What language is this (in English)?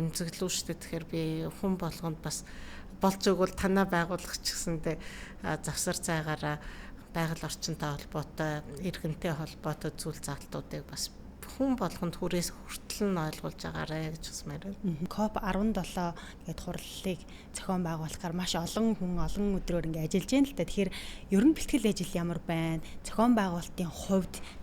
Mongolian